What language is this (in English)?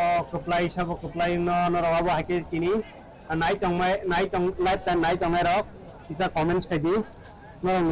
Kok Borok